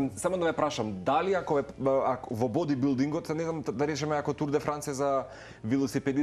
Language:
Macedonian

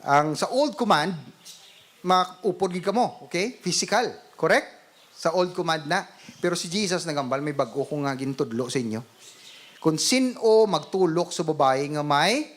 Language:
Hiligaynon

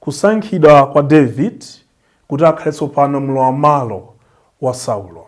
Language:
Nyanja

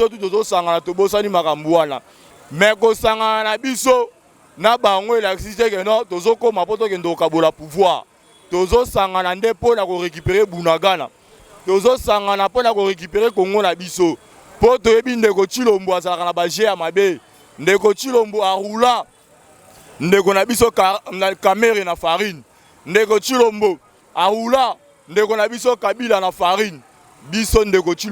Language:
Lingala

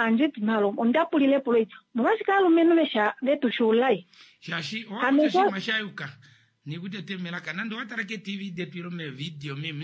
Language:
Kuanyama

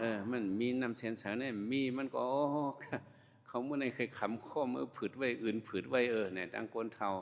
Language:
Shan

